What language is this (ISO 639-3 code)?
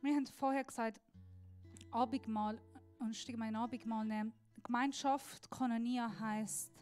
gsw